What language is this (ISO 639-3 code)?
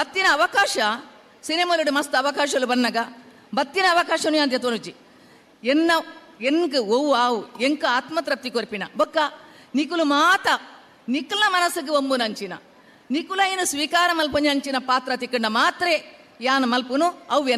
tcy